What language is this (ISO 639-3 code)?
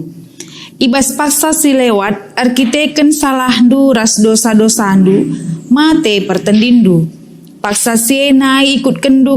btx